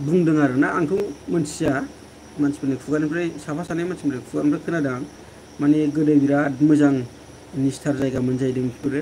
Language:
Bodo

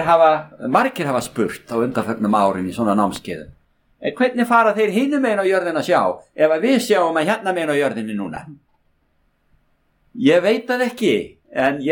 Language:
Icelandic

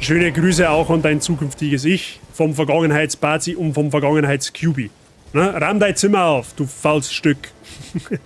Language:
Bavarian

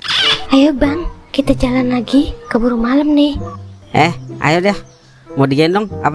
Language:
Betawi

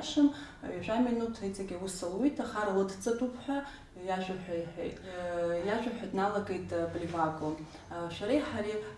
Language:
Abkhazian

